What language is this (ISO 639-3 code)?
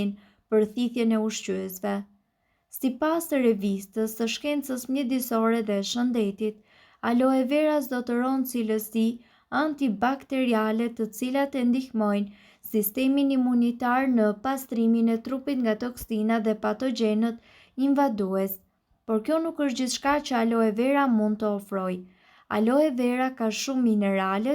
sqi